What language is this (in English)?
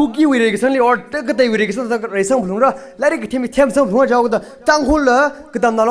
Tangkhul Naga (India)